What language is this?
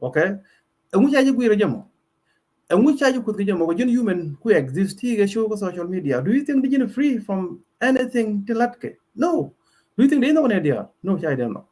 Nuer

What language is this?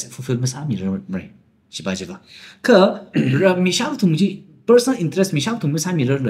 Tangkhul Naga (India)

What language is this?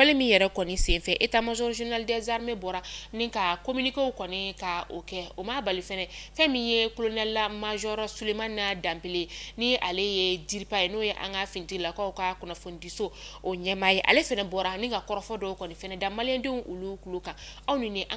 Bambara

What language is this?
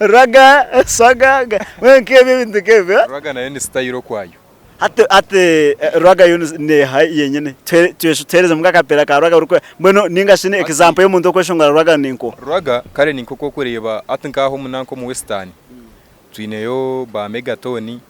Nyankole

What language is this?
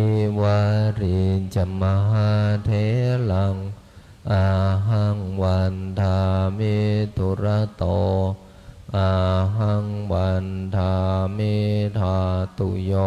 Pali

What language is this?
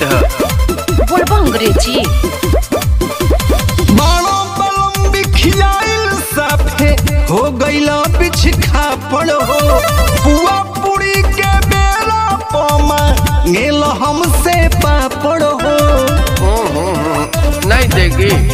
Bhojpuri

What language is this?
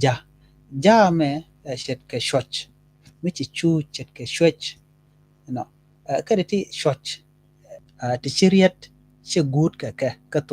Nuer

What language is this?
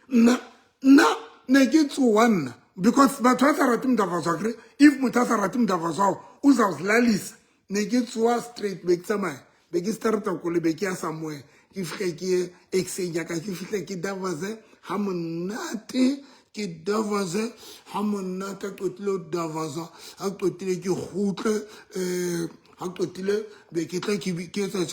Southern Sotho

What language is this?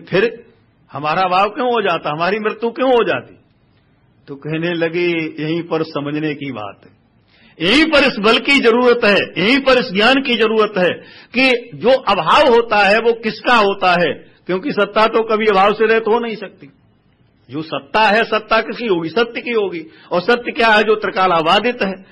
Hindi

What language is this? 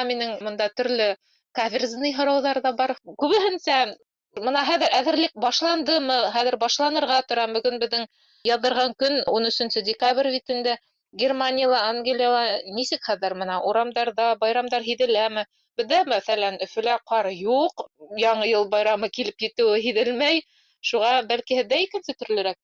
Bashkir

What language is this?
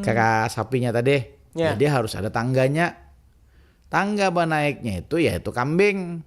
Banjar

